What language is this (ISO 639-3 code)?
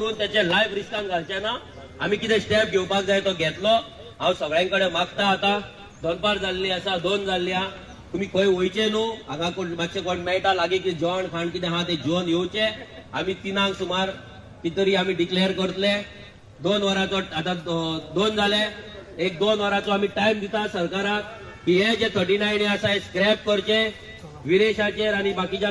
kok